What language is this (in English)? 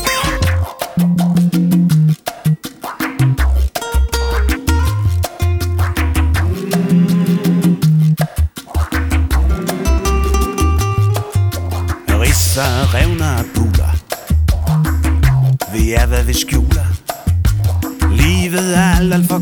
Danish